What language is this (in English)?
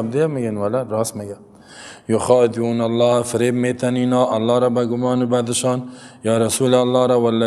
Persian